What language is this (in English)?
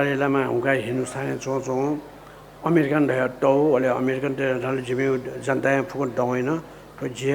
Newari